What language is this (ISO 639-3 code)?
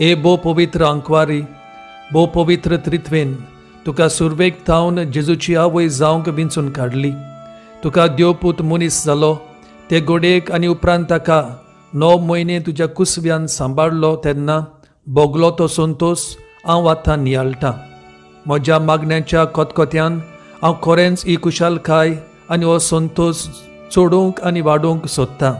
kok